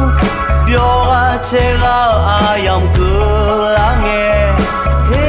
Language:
Akha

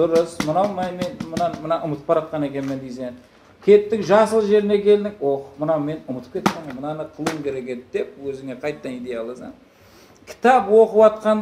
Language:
Kara-Kalpak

